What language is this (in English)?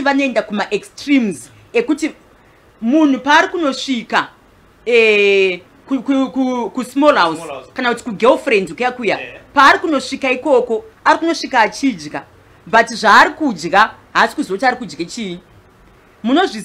Shona